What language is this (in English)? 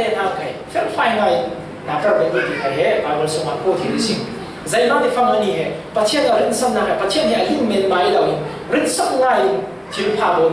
Falam Chin